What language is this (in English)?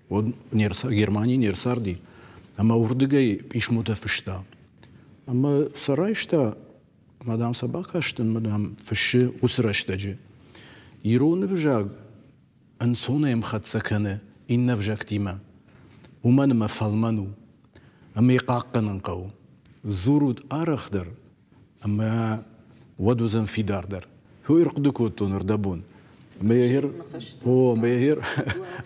Ossetic